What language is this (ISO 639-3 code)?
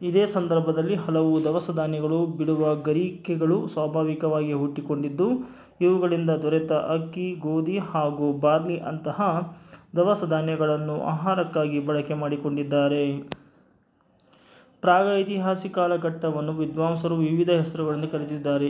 kan